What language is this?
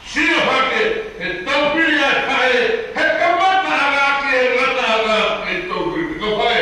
Tongan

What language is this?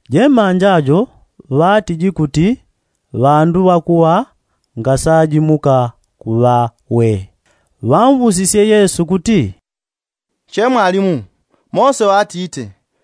Yao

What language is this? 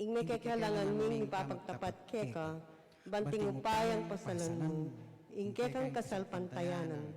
Pampanga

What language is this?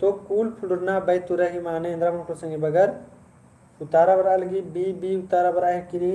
Kurukh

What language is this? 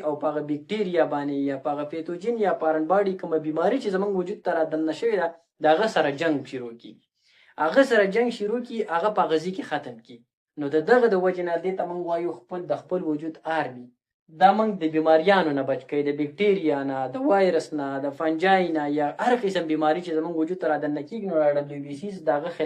Pashto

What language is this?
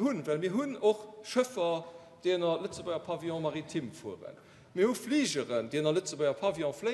Luxembourgish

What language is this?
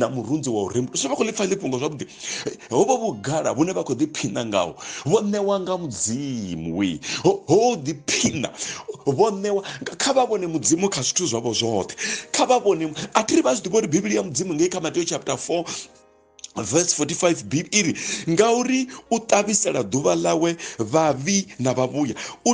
Venda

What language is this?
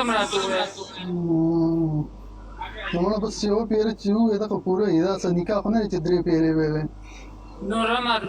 Pashto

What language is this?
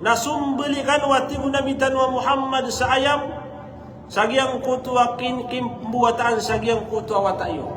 Maranao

